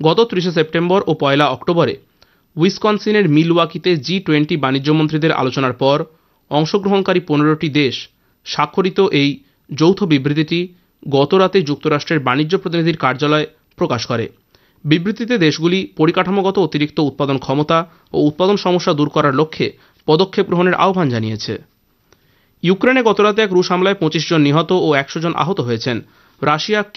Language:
Bangla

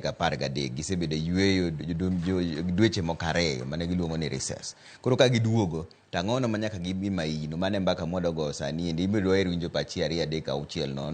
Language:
Luo (Kenya and Tanzania)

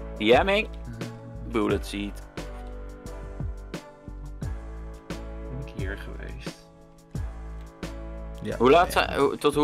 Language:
Dutch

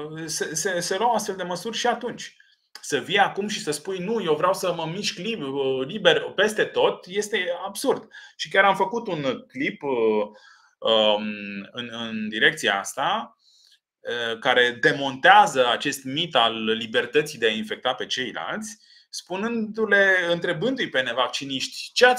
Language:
Romanian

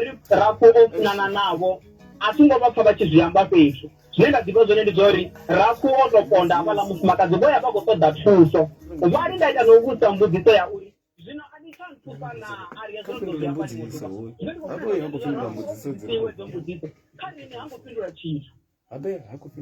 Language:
Venda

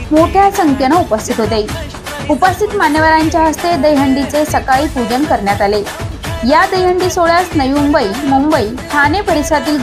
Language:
Marathi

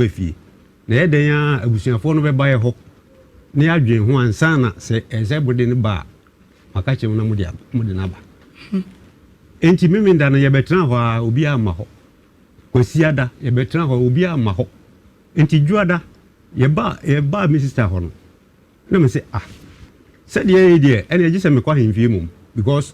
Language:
Akan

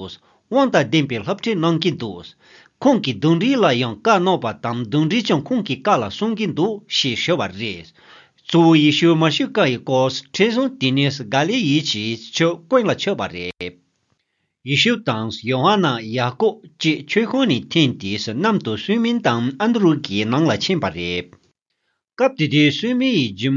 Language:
Tibetan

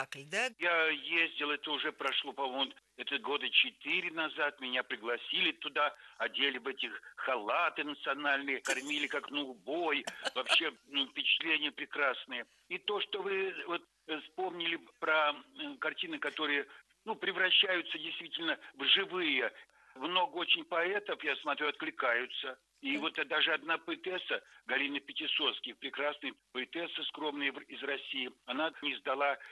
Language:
Russian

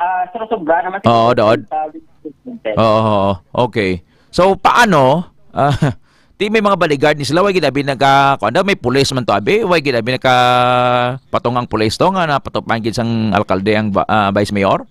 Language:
Hiligaynon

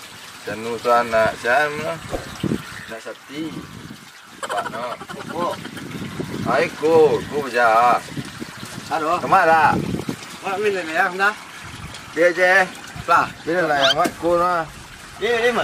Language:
Minangkabau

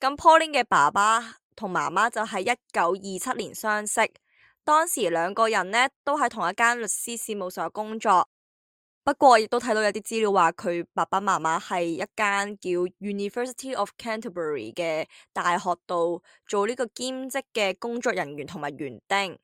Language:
Cantonese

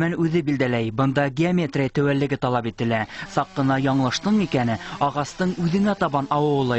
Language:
Bashkir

